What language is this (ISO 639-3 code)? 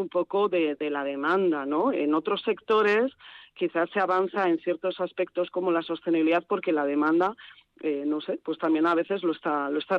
spa